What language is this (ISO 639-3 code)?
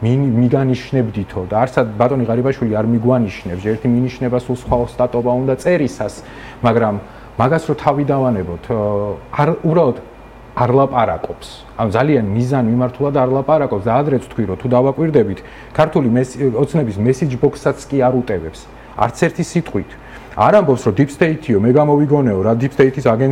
kat